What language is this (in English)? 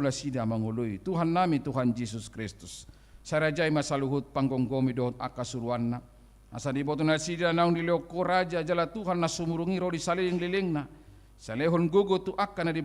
Batak Toba